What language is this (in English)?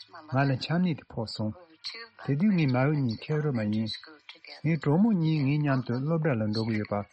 Tibetan